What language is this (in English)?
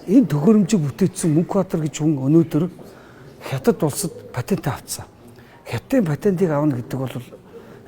Mongolian